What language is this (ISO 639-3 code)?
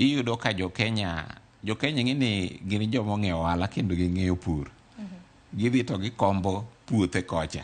luo